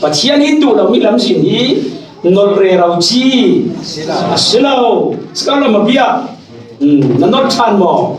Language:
Falam Chin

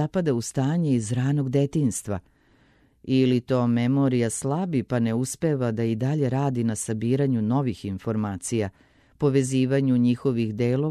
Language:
Serbian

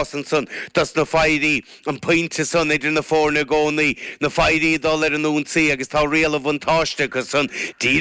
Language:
Irish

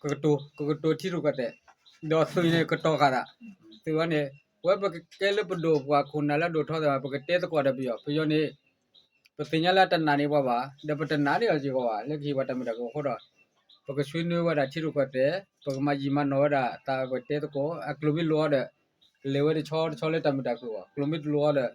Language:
S'gaw Karen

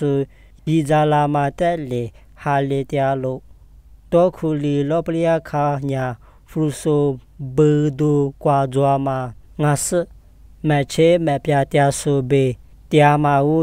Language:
Lisu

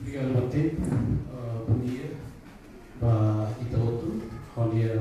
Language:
Tetum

